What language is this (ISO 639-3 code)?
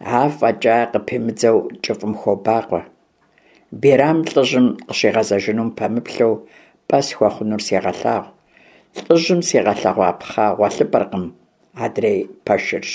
kbd